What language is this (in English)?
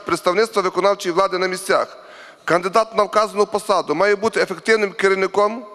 Ukrainian